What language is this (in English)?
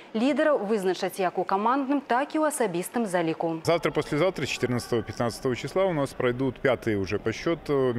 Belarusian